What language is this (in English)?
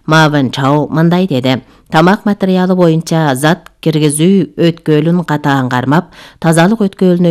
Kyrgyz